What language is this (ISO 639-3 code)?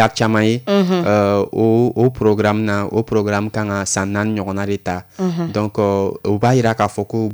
bam